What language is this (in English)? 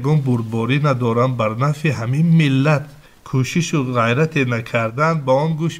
Tajik